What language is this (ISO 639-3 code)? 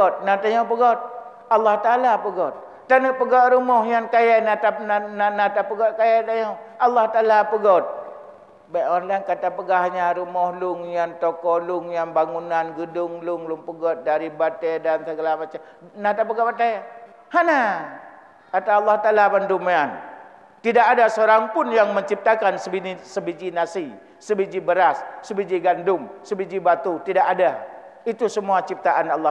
ace